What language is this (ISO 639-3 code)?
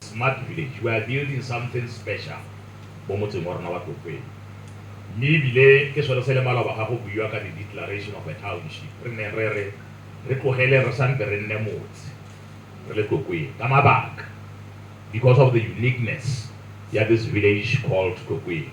tsn